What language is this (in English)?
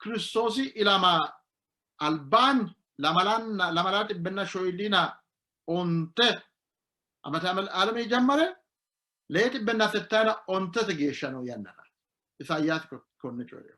Sidamo